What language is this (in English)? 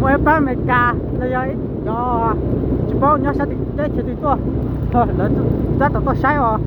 Hmong